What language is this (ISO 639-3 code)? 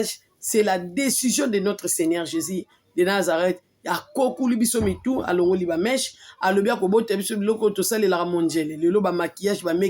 lin